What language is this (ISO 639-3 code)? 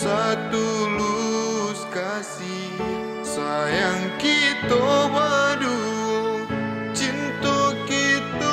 min